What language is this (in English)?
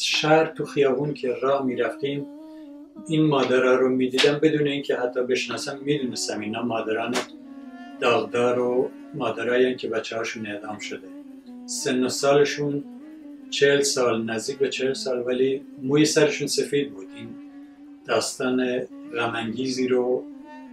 Persian